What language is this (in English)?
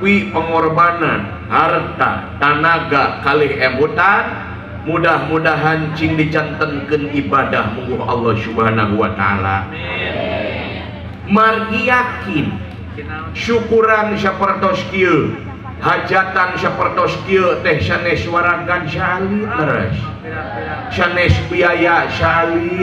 Sundanese